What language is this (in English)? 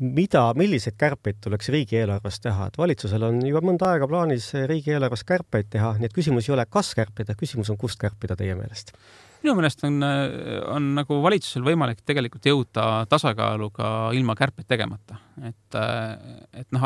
Estonian